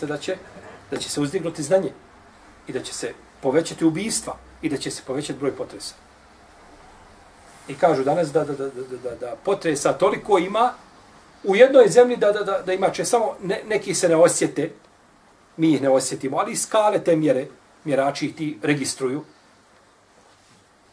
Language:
Bosnian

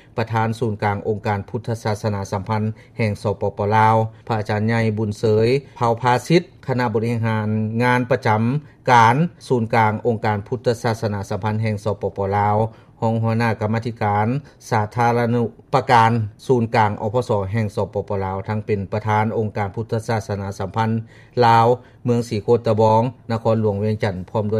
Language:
Lao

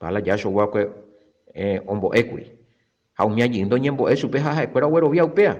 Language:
Guarani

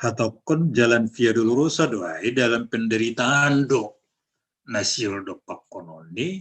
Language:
Batak Simalungun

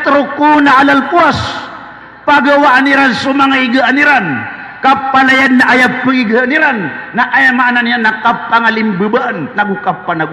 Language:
Maranao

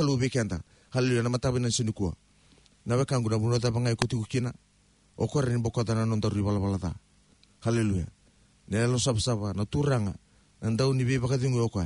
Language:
Fijian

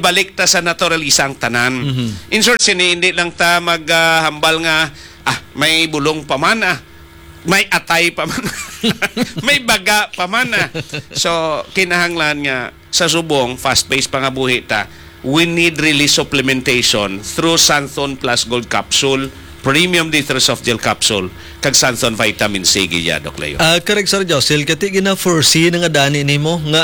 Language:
Hiligaynon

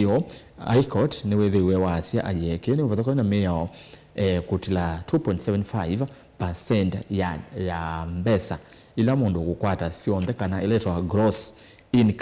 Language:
Kamba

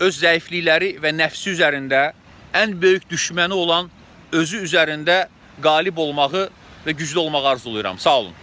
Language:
Azerbaijani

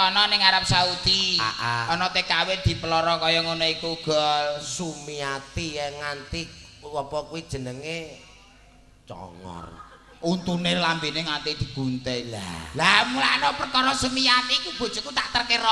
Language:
Javanese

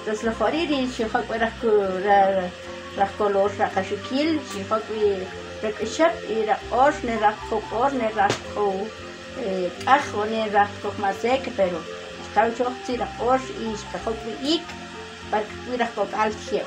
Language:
Uspanteco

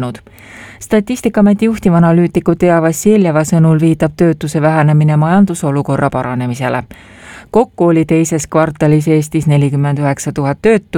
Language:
Estonian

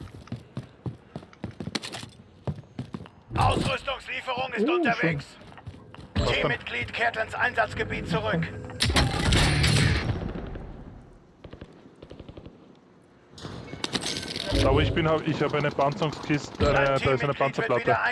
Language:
German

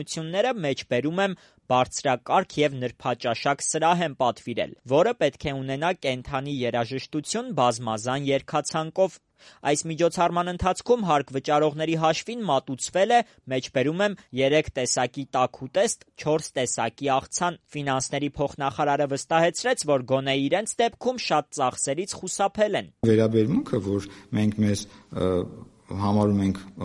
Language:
Armenian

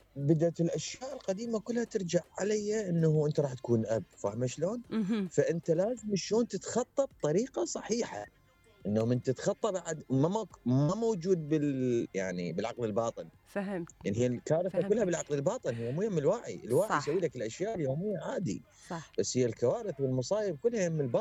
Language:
Mesopotamian Arabic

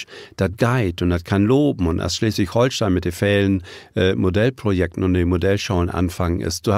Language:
Low German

